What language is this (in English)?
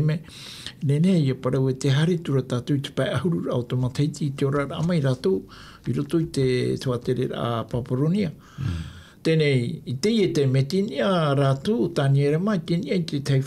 Tahitian